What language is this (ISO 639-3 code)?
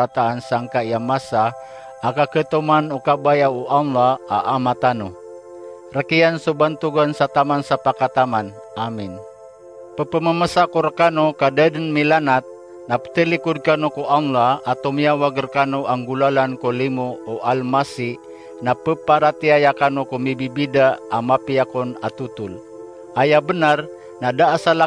mrw